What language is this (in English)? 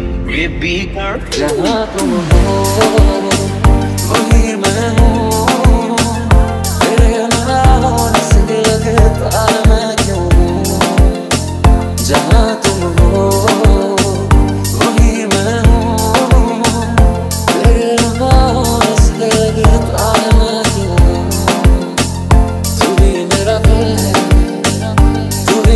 Hindi